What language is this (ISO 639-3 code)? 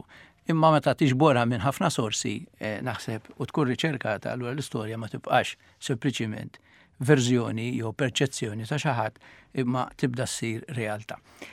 mlt